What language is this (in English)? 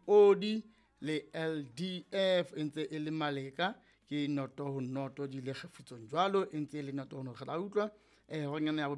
Southern Sotho